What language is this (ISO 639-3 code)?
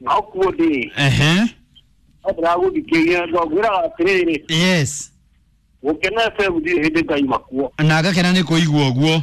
kik